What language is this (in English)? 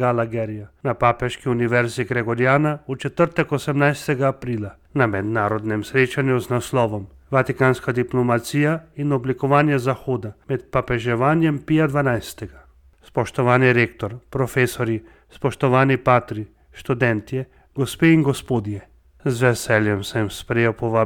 Slovenian